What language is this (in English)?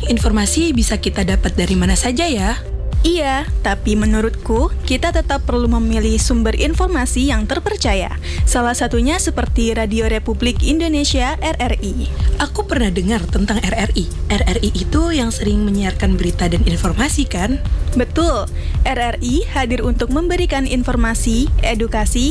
Indonesian